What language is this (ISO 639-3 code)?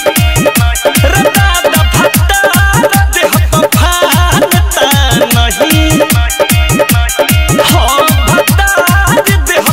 bho